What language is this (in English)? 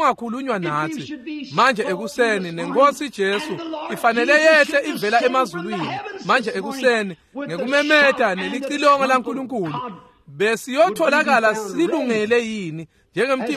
Swati